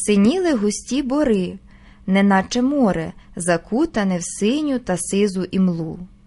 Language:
Ukrainian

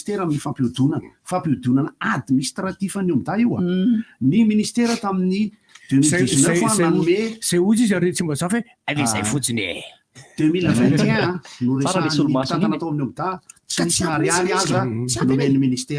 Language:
Malagasy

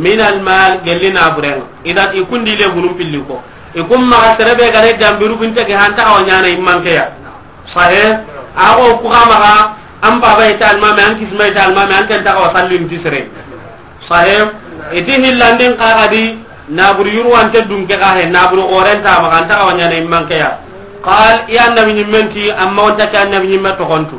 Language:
Soninke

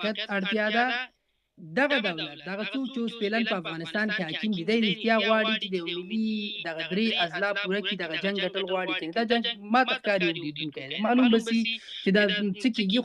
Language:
Pashto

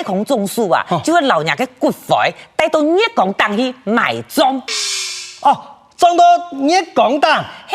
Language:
Hakka Chinese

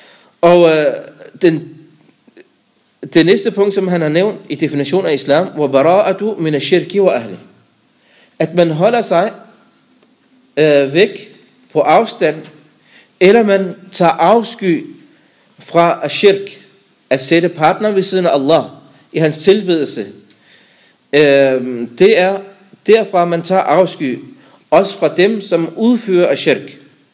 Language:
Danish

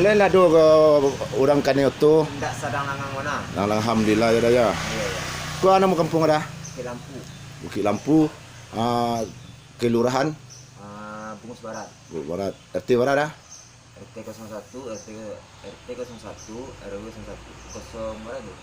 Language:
Minangkabau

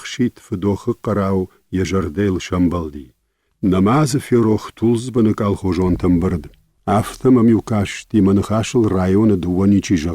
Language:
Ossetic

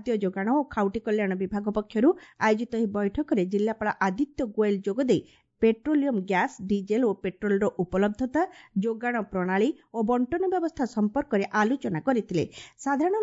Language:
Odia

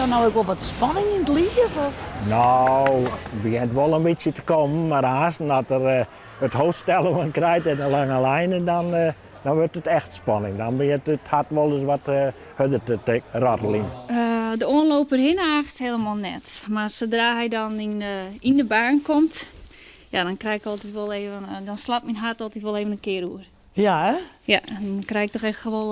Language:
Western Frisian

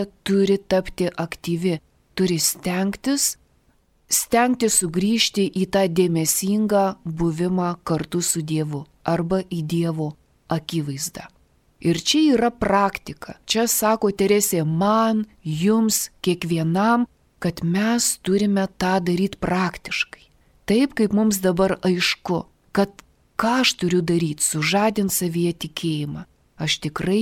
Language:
Lithuanian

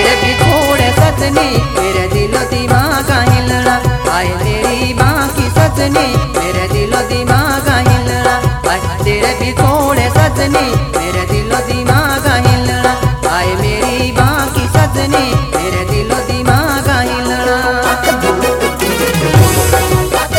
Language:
Hindi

